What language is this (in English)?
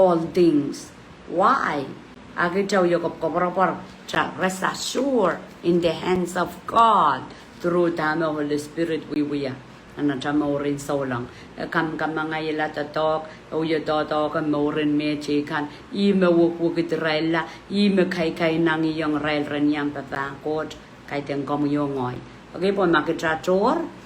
Pohnpeian